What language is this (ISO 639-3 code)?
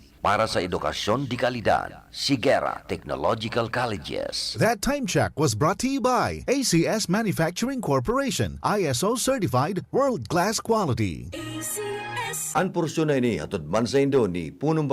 bik